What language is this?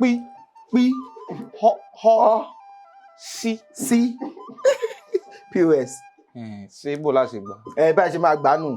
Yoruba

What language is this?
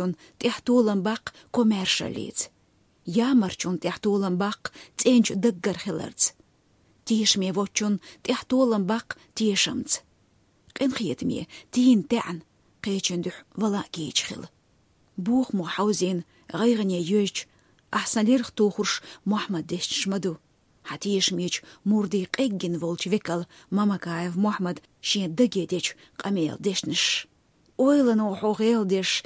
Chechen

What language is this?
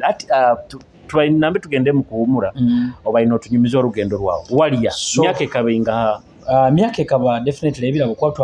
Nyoro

